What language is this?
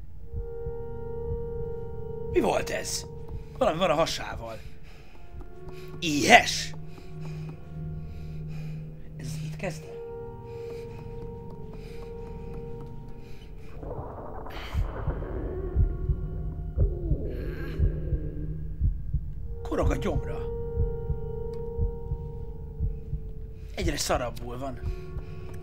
Hungarian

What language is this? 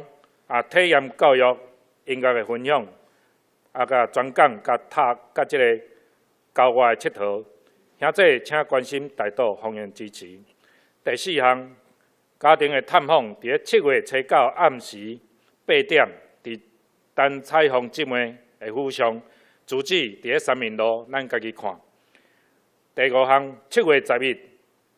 Min Nan Chinese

